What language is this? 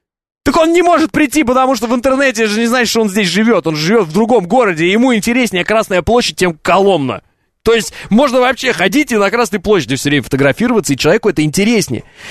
Russian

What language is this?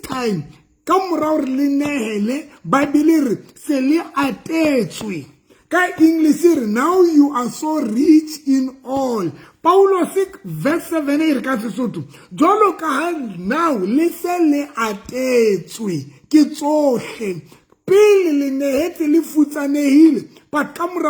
Southern Sotho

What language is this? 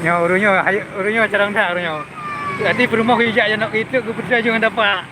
Achinese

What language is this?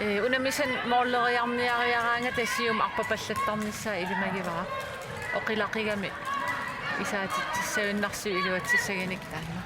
Kalaallisut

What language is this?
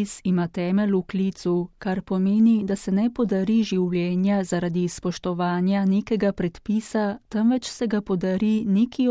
Slovenian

